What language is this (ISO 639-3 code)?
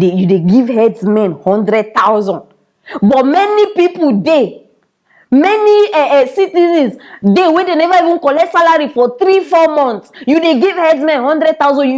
pcm